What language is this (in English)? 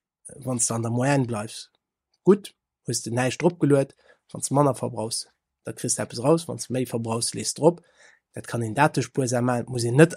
Luxembourgish